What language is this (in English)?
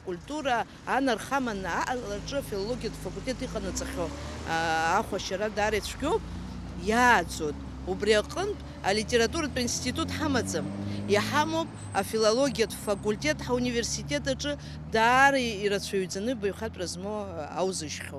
Abkhazian